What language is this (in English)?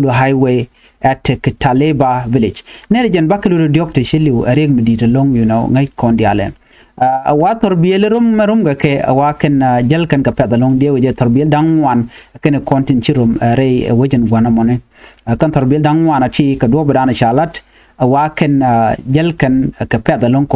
Nuer